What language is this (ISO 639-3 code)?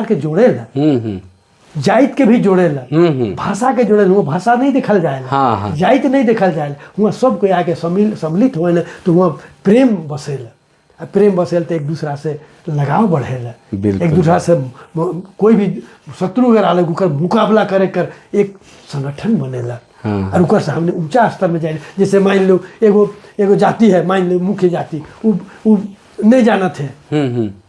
sck